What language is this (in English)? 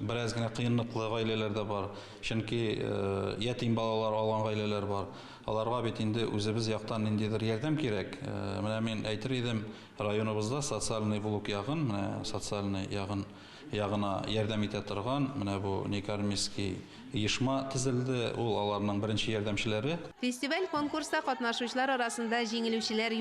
Tatar